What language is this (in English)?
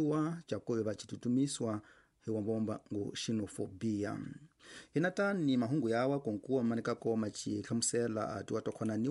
Tsonga